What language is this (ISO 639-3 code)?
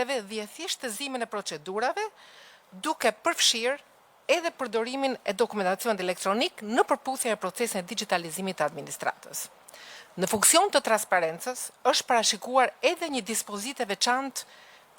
sqi